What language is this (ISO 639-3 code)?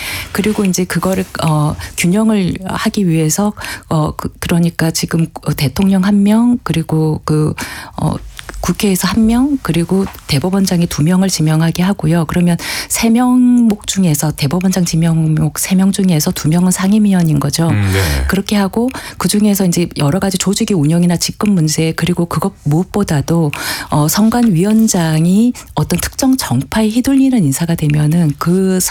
kor